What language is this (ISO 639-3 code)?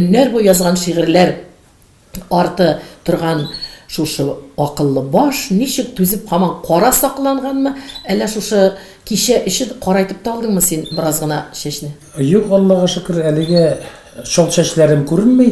tat